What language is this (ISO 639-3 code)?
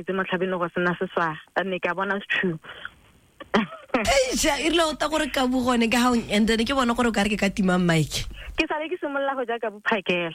tsn